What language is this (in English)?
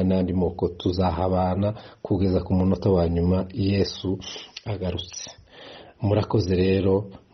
Kinyarwanda